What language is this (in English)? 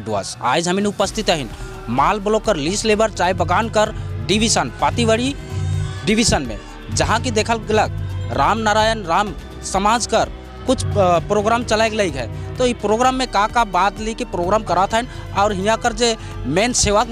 Sadri